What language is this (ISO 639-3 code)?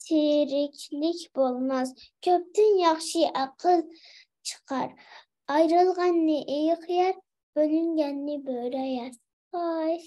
uig